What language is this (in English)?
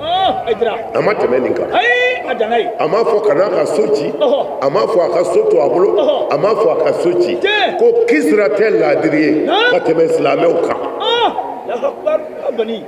Bambara